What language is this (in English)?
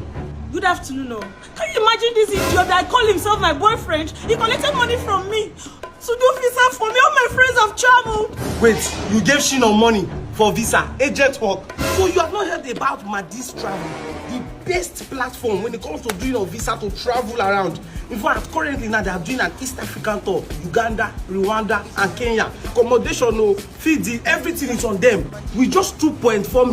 Nigerian Pidgin